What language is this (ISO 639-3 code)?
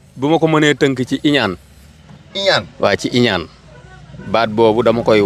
wol